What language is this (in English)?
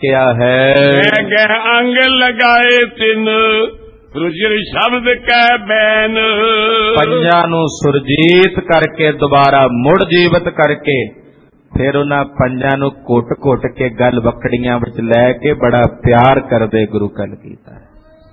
Punjabi